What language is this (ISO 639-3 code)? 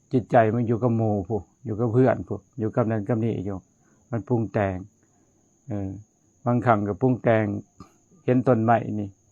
lao